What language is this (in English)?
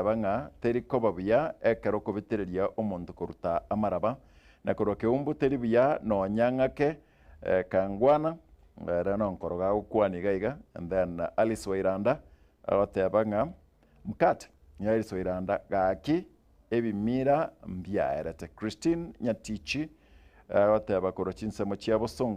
Gusii